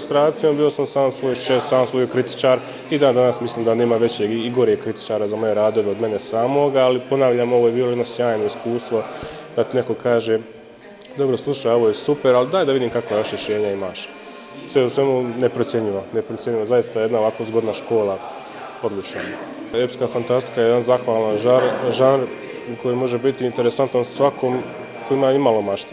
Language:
Bosnian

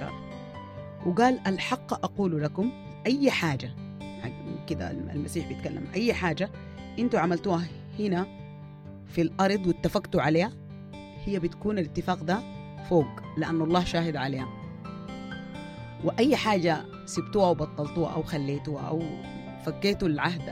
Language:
Egyptian Arabic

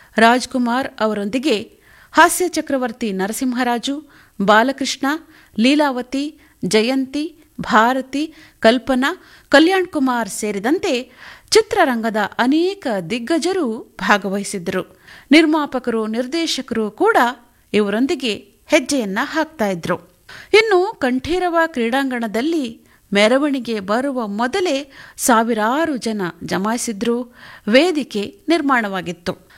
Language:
Kannada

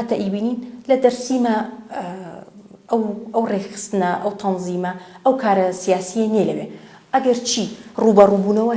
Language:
Central Kurdish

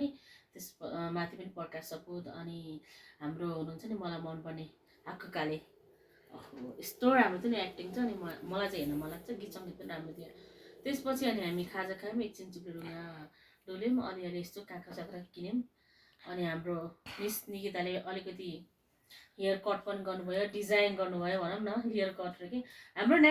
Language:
Nepali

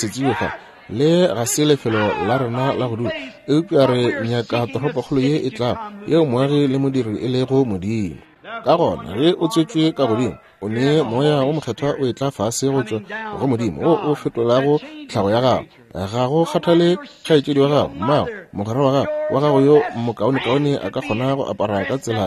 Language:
Northern Sotho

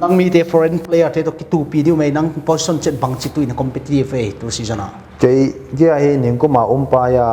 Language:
Paite Chin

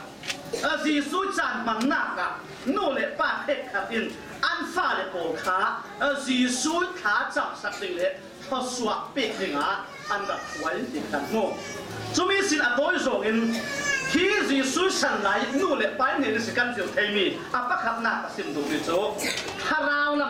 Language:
Falam Chin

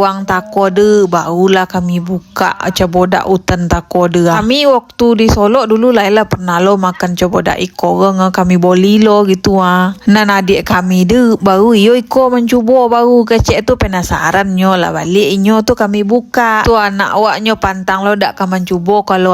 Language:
Minangkabau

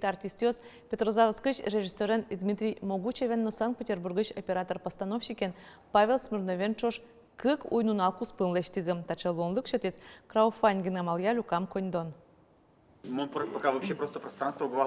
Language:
Udmurt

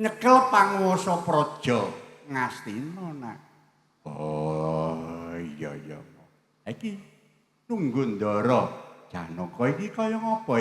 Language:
Javanese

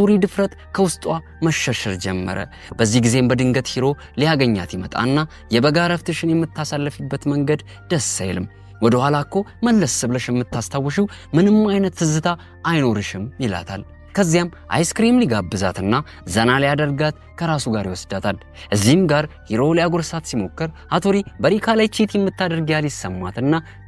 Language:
Amharic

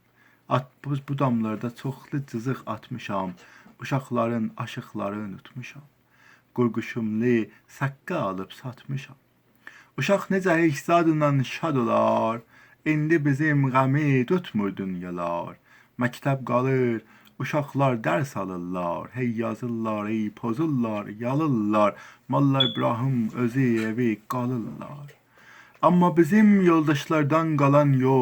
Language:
South Azerbaijani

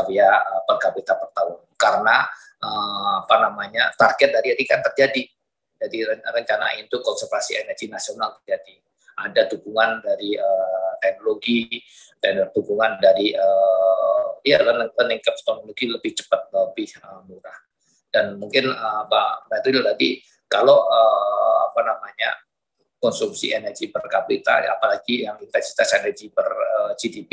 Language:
Indonesian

